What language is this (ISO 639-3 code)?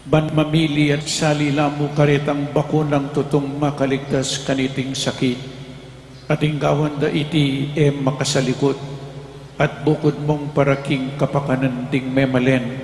pam